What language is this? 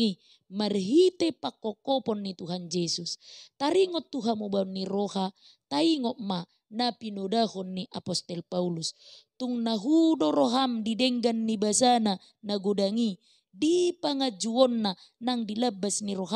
Batak Toba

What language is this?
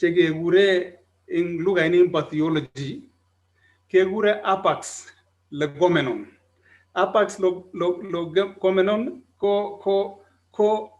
Kalenjin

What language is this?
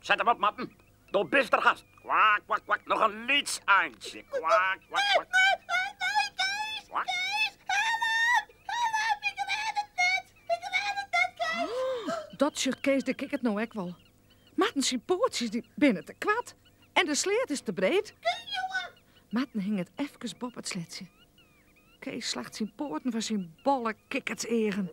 Western Frisian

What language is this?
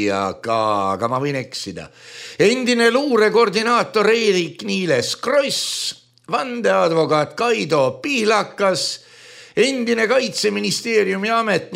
Estonian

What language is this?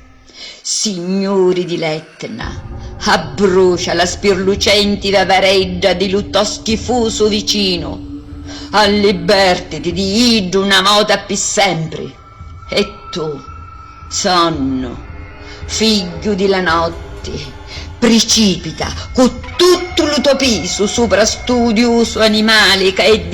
Sicilian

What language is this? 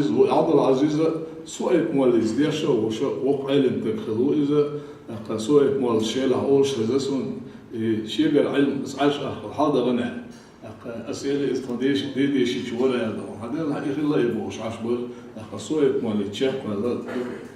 Chechen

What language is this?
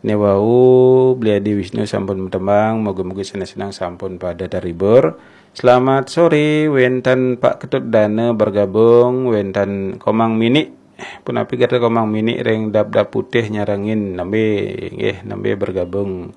Balinese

